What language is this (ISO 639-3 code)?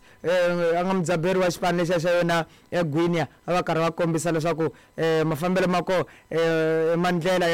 tso